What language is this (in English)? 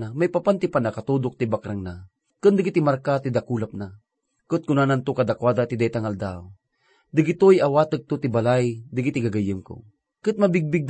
Iloko